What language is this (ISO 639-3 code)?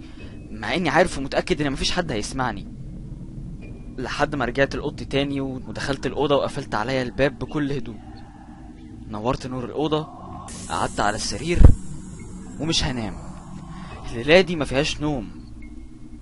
arz